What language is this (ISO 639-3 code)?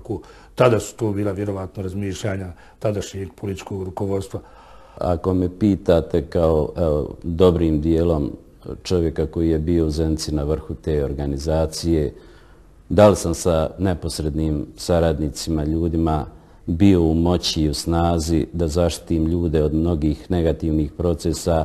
bos